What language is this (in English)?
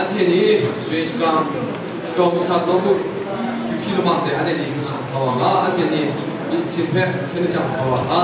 Kachin